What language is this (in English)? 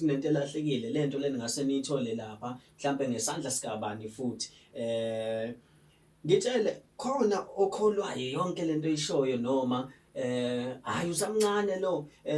Zulu